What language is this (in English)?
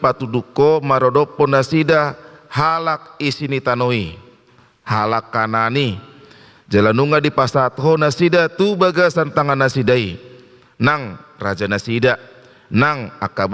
Batak Toba